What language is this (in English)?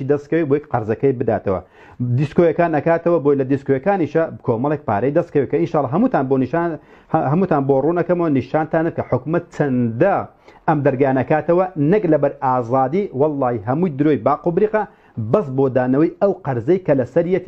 Central Kurdish